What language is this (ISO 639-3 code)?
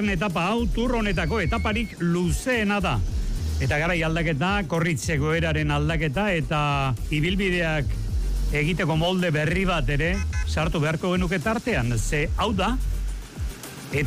eus